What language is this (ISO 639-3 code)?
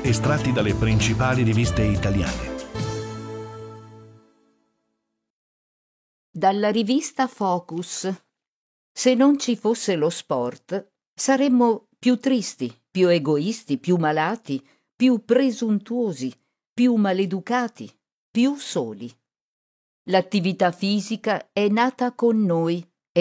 ita